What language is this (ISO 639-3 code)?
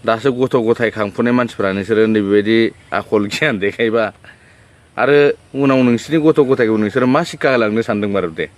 brx